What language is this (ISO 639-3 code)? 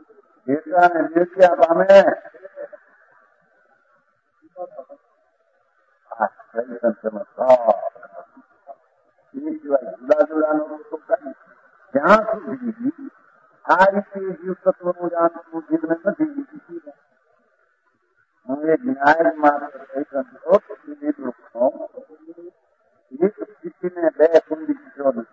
guj